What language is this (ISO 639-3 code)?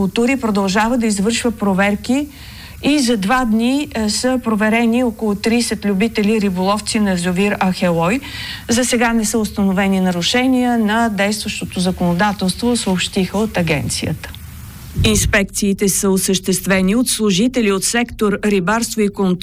bul